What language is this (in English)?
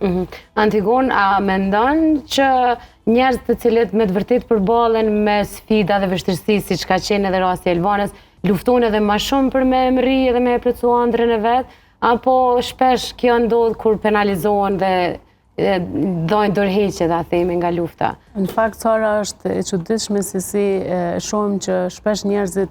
Albanian